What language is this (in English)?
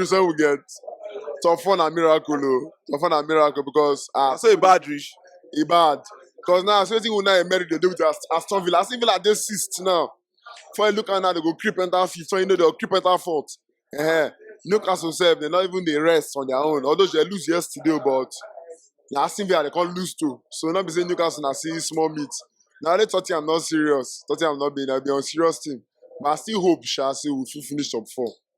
Nigerian Pidgin